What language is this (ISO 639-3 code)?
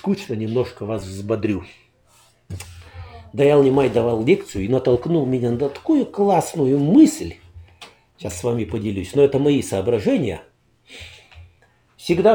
rus